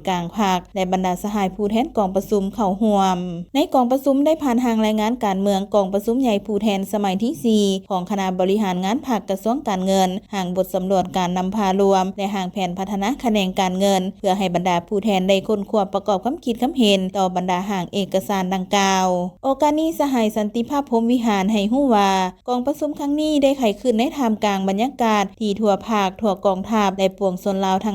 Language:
Lao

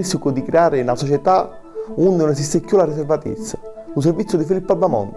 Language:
Sicilian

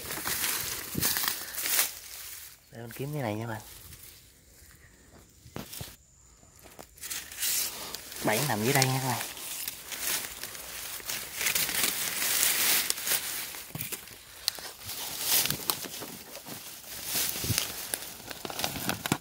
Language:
Vietnamese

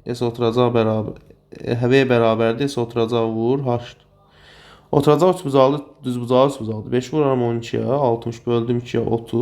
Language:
Azerbaijani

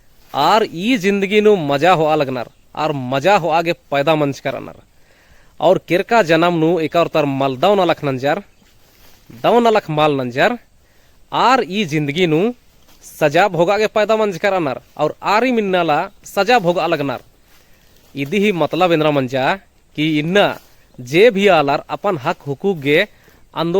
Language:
Kurukh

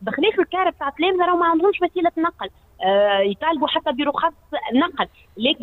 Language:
Tunisian Arabic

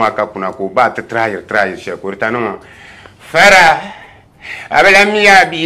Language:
Dagbani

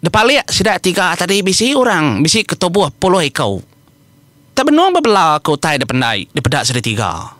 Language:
Iban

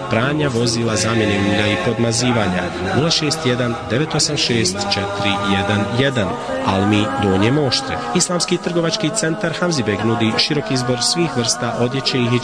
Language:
Bosnian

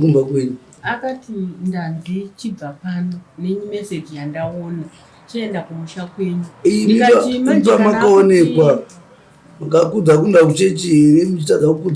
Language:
Shona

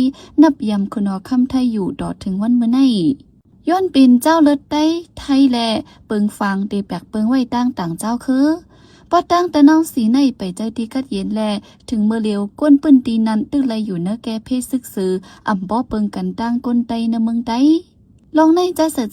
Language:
Shan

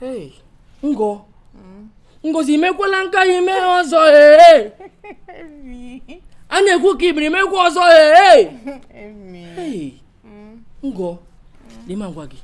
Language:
Igbo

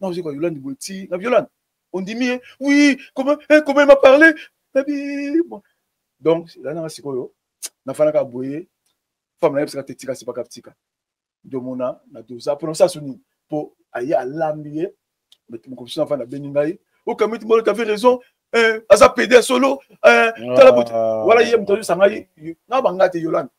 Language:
Lingala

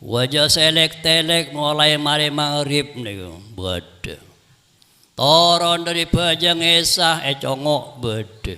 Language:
Madurese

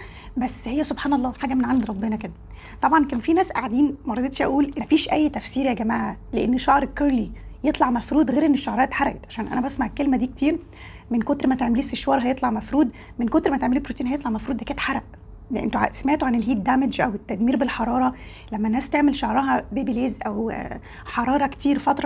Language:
Egyptian Arabic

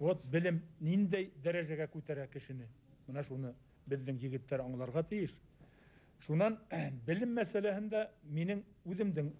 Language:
Bashkir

